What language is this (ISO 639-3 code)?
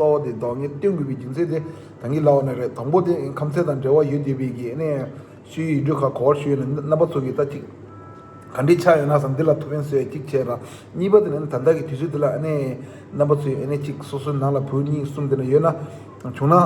bod